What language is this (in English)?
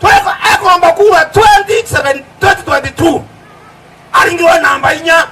Meru